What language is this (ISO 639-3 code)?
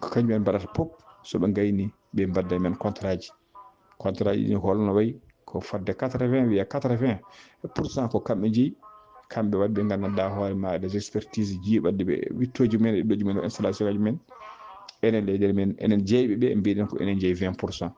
ful